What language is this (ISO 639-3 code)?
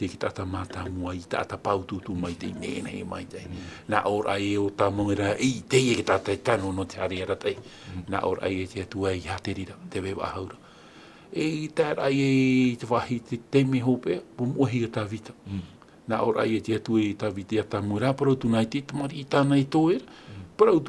tah